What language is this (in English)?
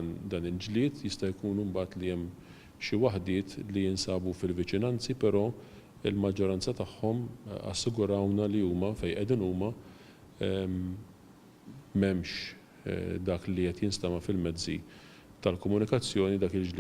Maltese